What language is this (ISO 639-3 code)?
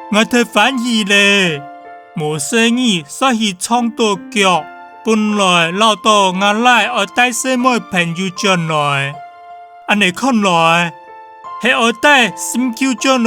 hak